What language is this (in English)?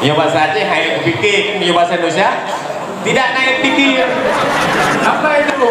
Achinese